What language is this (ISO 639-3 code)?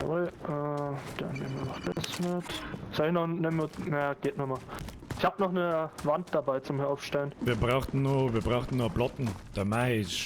bar